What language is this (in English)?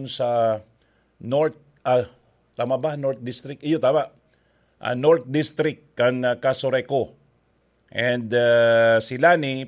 Bikol